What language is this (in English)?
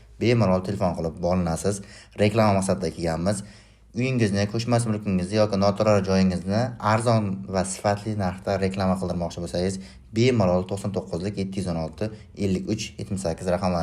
Uzbek